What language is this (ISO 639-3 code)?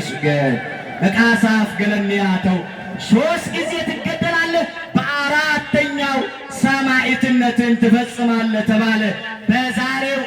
amh